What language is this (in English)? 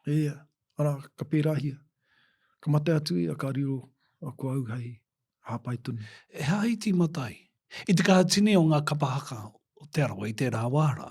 Māori